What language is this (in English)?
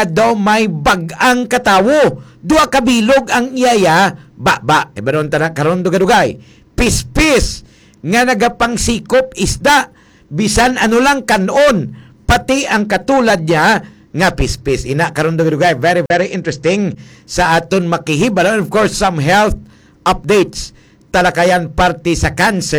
Hiligaynon